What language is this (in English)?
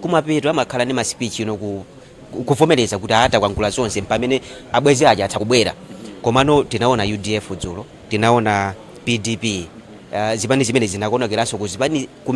Nyanja